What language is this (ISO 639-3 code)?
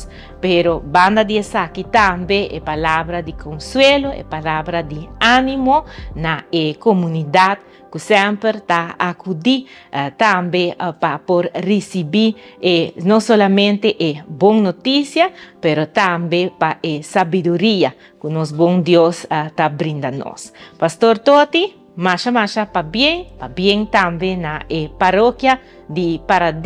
pap